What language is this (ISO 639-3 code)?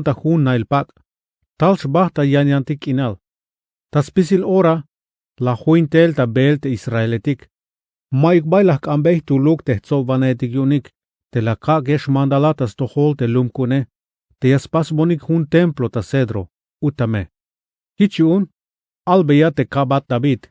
tzh